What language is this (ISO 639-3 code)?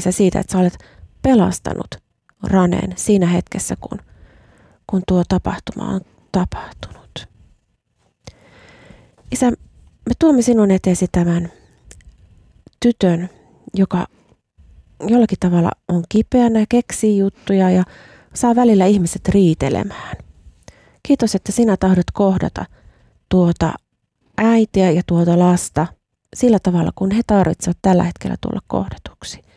fin